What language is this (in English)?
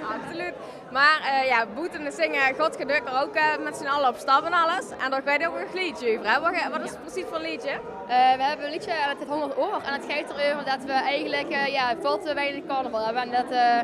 Limburgish